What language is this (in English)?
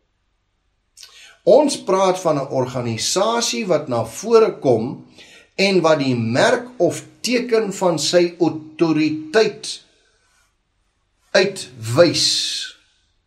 Afrikaans